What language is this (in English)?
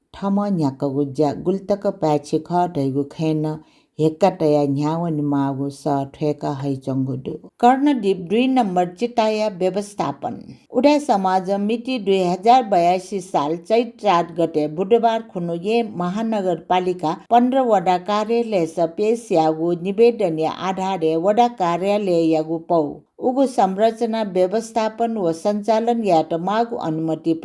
Newari